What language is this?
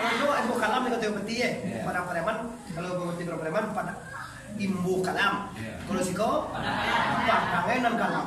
Minangkabau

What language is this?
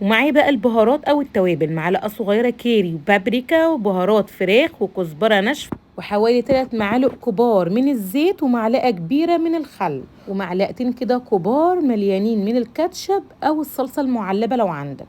Egyptian Arabic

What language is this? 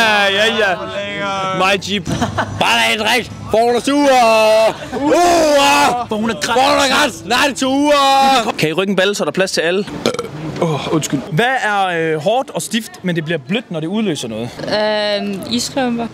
Danish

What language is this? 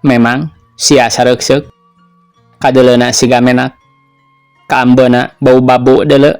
Sundanese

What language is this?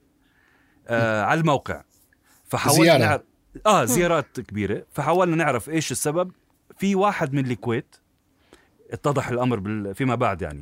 North Levantine Arabic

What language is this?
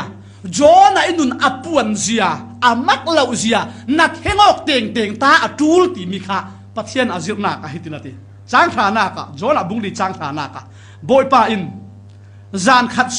Falam Chin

